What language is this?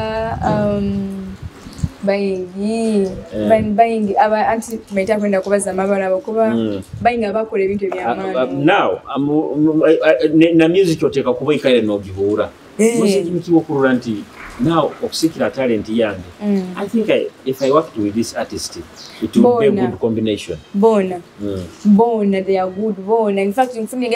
Nyoro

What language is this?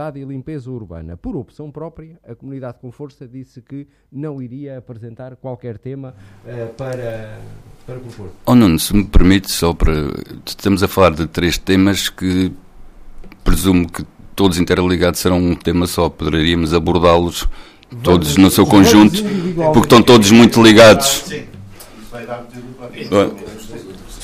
Portuguese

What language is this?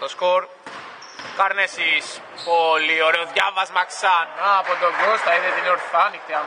Greek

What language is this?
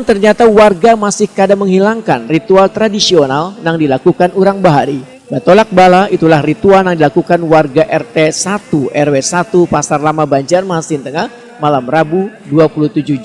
Banjar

